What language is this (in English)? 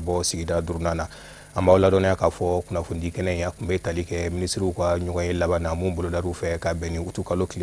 Bambara